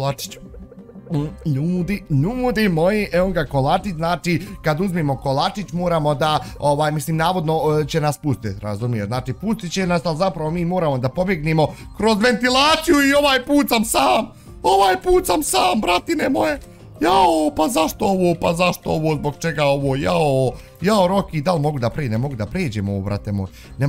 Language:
Bosnian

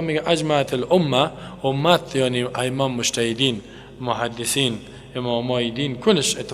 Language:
Persian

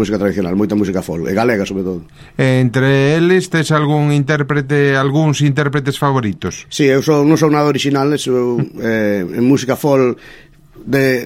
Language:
Galician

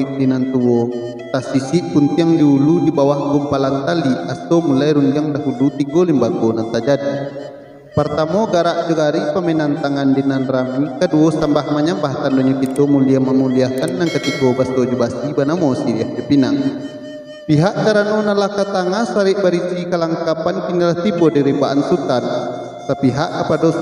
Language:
Minangkabau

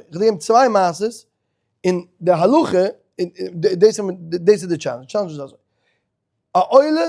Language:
Yiddish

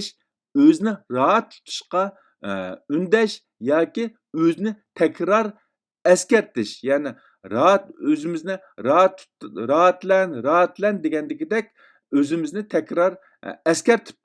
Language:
Uyghur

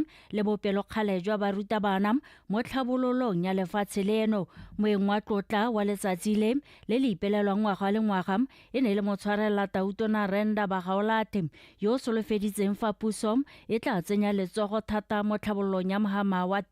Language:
Tswana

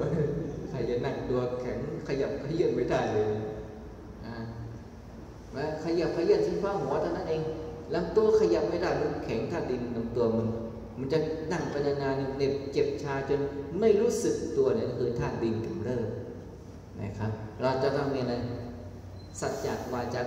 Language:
Thai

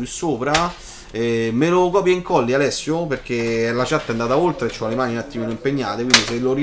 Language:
Italian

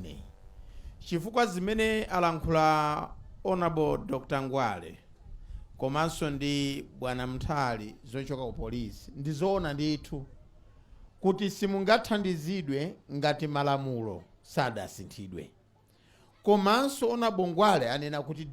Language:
Nyanja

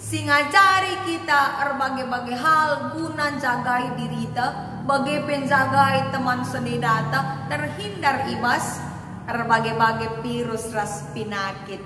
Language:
Batak Karo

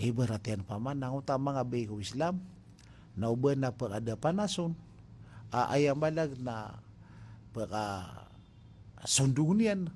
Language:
Maranao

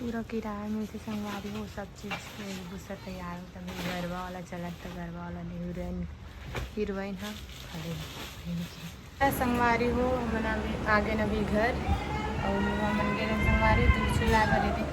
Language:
Chhattisgarhi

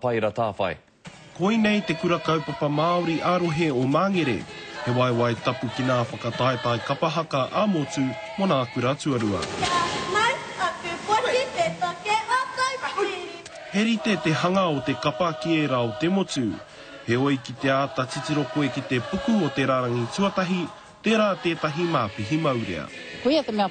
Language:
Māori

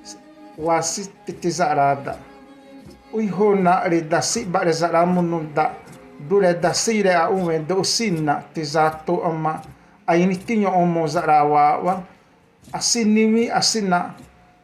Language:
Xavánte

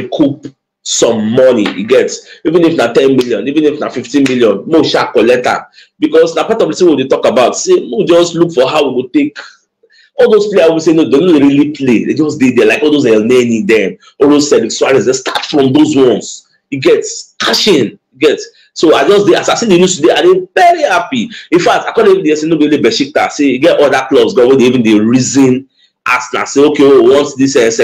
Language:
Nigerian Pidgin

